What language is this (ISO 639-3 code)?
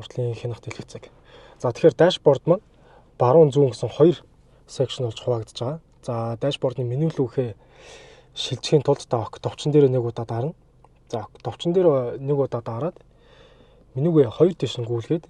mon